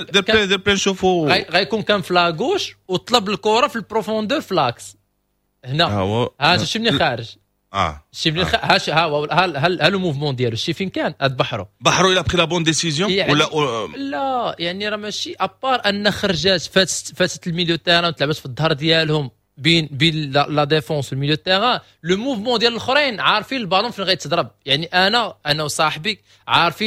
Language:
Moroccan Arabic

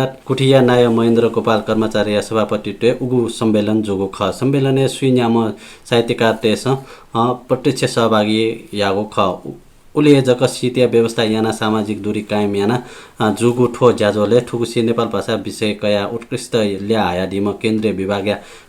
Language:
Newari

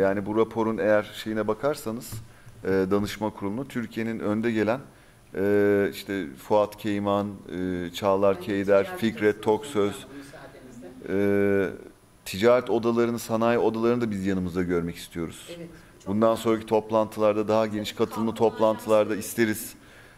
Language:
Turkish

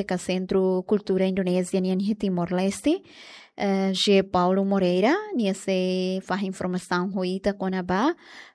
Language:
Tetum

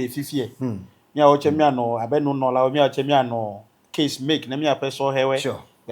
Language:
Ewe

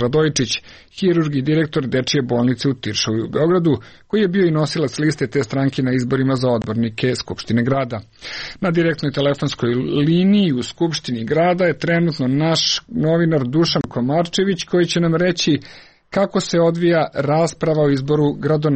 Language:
Serbian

